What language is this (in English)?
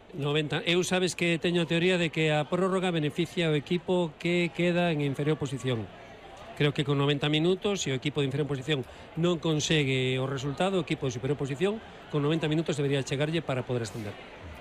Galician